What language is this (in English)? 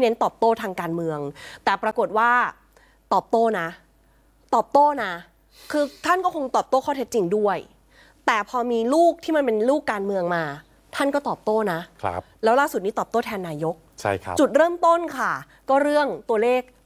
Thai